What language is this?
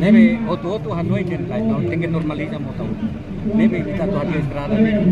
Tetum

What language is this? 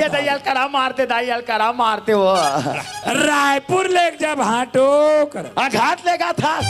Chhattisgarhi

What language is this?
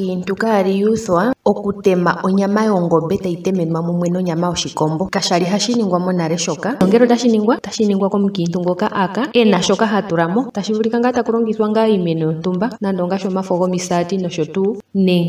Ndonga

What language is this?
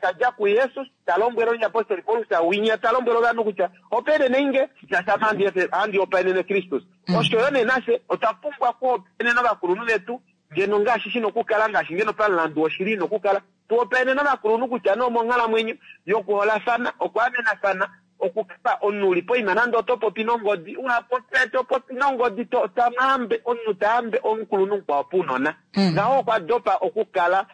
Kuanyama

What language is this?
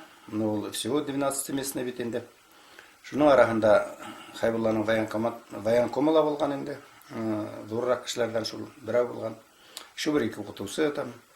Bashkir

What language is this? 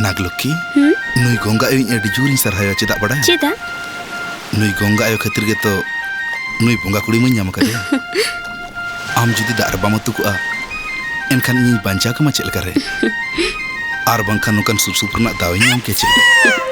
Santali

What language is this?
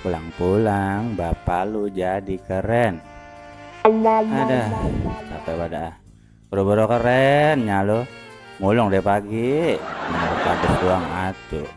Betawi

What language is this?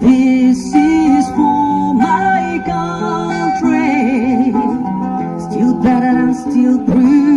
Naga Pidgin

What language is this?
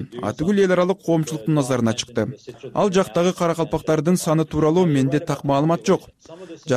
Kyrgyz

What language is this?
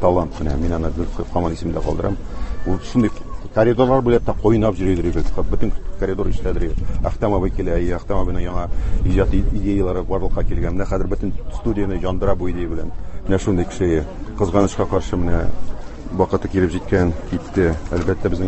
Tatar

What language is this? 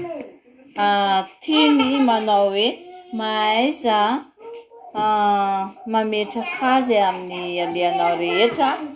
Malagasy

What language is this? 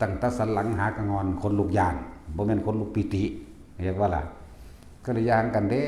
Northeastern Thai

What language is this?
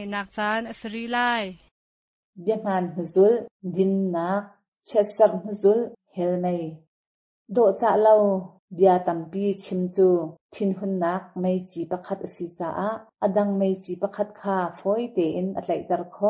Hakha Chin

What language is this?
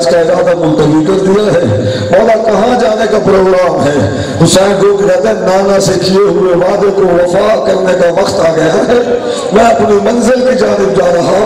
Urdu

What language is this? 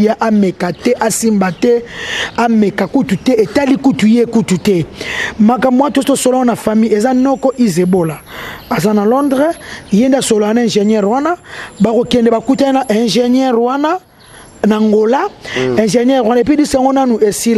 Lingala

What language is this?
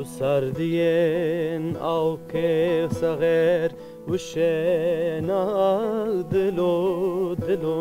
Zaza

